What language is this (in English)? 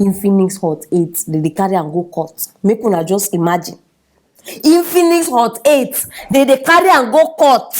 Nigerian Pidgin